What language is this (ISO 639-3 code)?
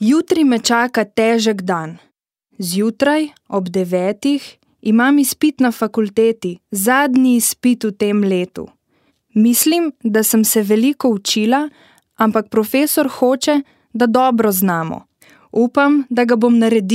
slv